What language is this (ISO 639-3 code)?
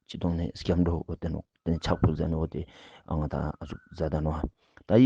lbj